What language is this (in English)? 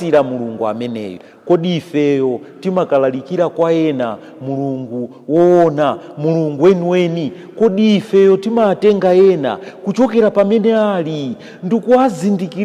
Nyanja